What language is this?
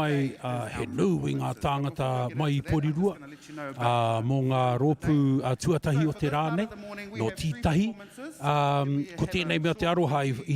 Māori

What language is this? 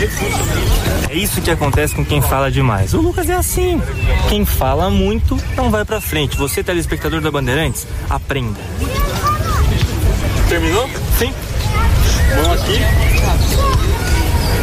Portuguese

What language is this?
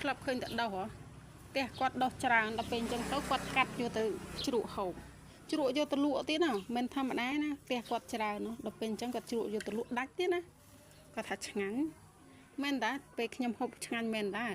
Khmer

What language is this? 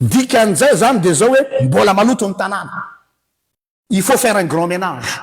Malagasy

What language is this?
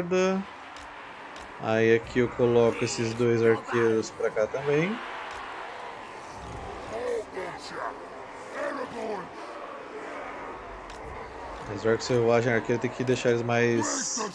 Portuguese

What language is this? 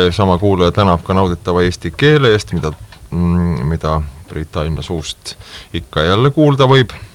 Estonian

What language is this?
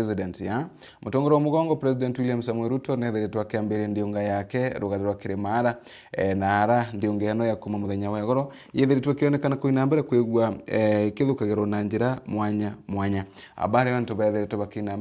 Meru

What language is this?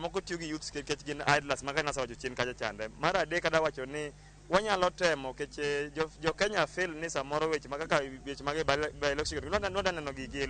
Luo (Kenya and Tanzania)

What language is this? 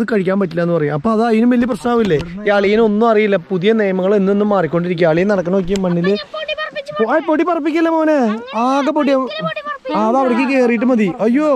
Malayalam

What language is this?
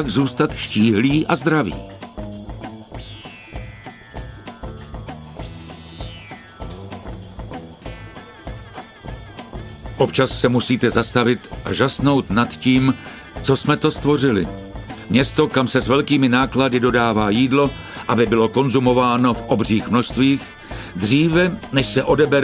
Czech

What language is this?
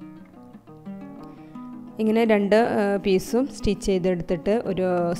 Malayalam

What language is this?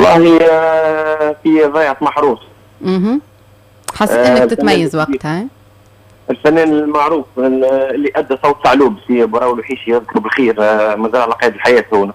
Tunisian Arabic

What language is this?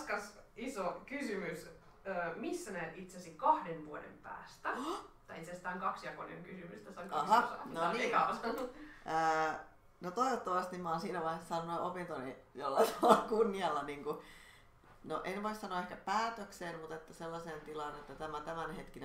Finnish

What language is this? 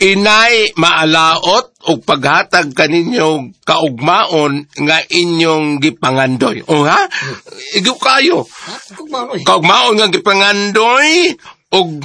Cebuano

